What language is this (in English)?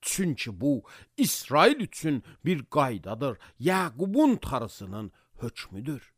Azerbaijani